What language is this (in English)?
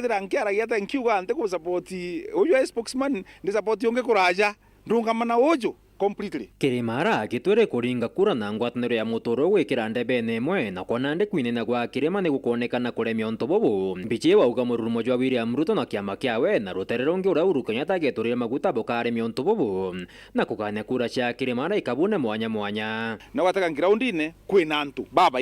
Meru